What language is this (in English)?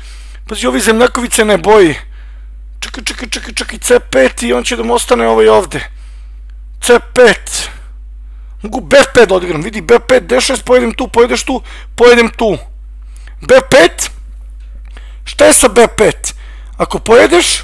Serbian